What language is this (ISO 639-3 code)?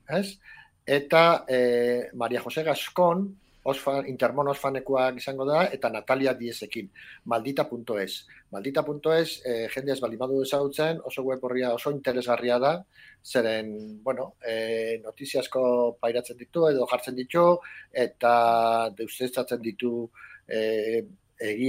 eus